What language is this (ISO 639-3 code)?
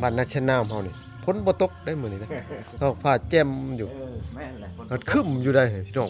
lao